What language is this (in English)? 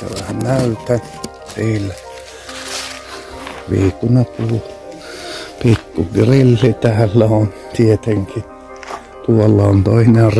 Finnish